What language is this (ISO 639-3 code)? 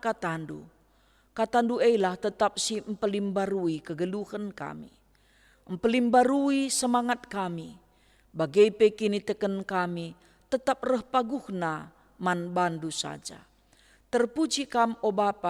btx